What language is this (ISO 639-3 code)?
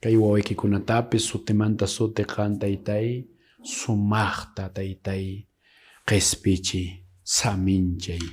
que